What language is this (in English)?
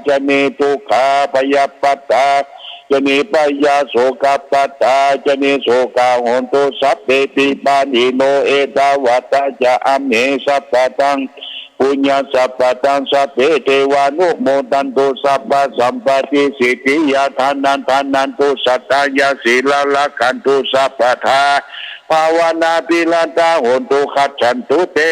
Pali